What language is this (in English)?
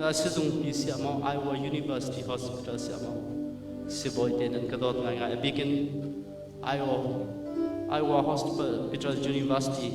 Hakha Chin